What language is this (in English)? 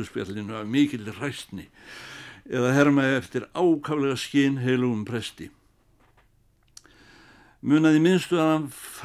Icelandic